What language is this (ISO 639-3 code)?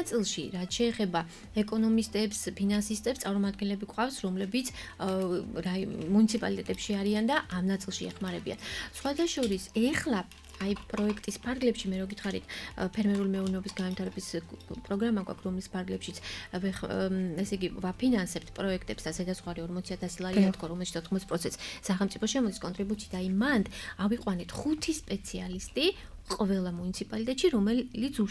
kat